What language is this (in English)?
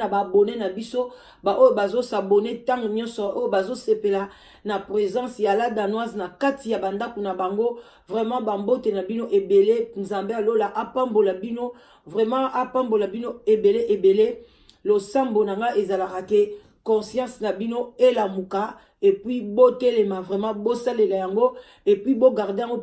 Lingala